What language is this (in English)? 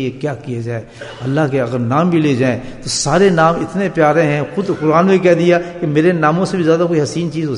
Urdu